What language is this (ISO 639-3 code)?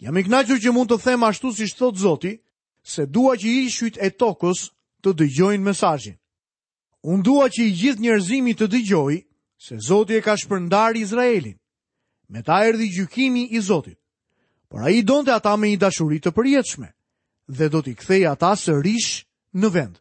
sqi